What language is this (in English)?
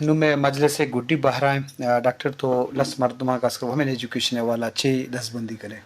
Eastern Balochi